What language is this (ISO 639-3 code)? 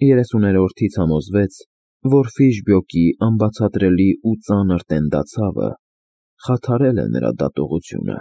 hye